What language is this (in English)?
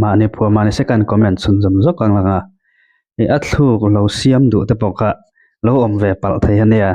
Mizo